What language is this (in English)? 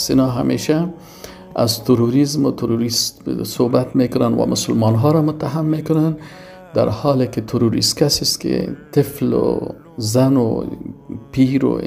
Persian